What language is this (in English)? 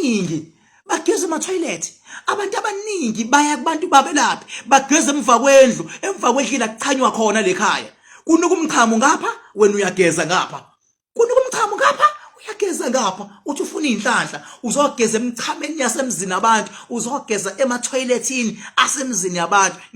Zulu